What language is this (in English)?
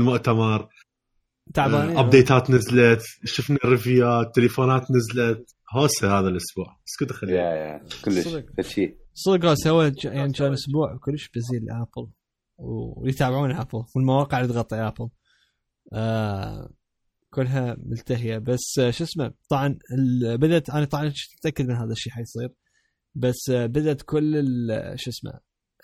Mesopotamian Arabic